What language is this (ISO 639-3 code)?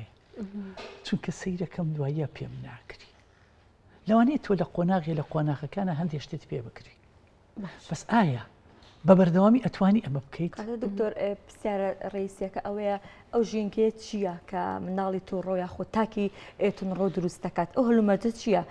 ckb